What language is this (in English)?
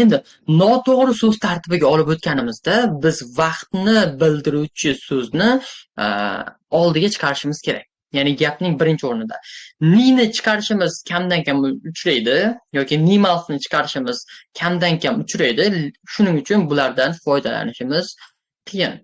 Uzbek